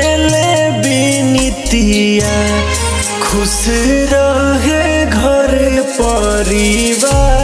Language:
Bhojpuri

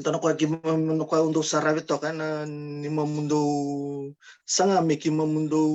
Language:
Fijian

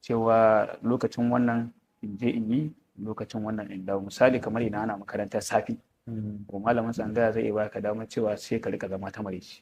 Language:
Hausa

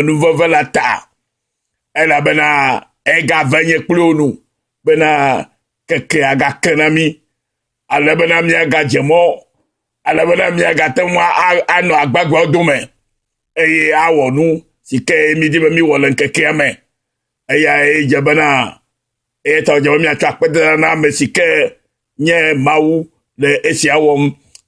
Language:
Ewe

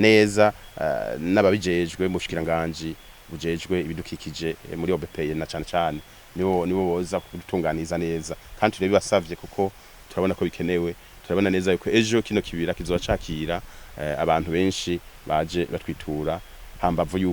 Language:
Rundi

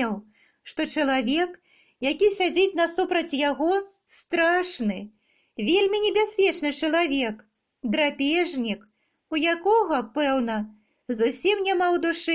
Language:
Belarusian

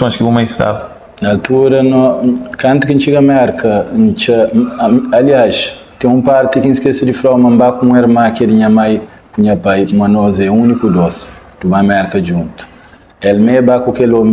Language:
Kabuverdianu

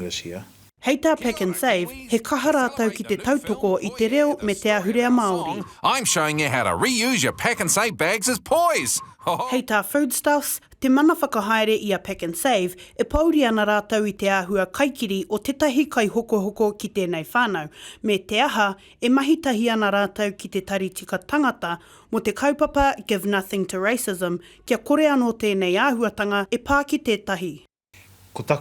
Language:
Māori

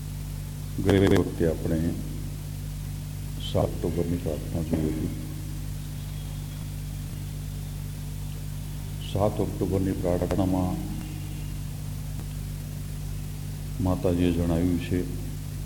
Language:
Gujarati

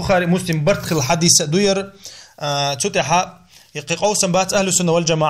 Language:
Chechen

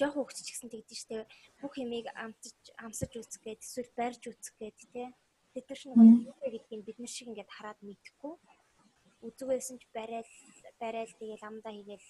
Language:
Mongolian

